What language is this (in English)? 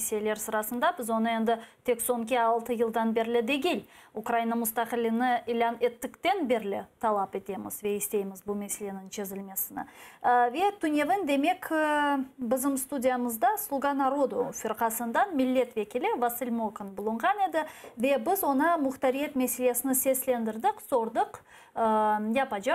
Crimean Tatar